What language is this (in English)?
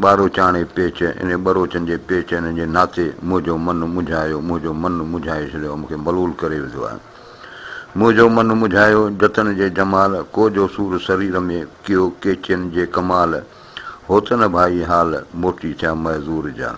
Sindhi